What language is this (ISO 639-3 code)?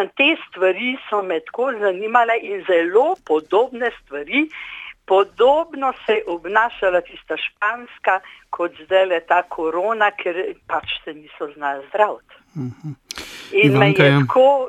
slv